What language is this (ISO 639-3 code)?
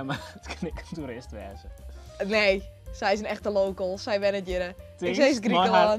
fry